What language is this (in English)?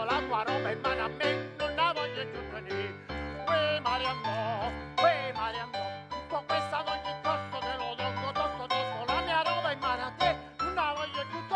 Neapolitan